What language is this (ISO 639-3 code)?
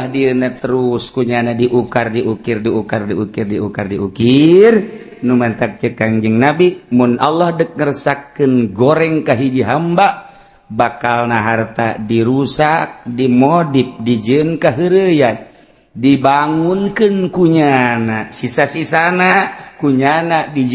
sun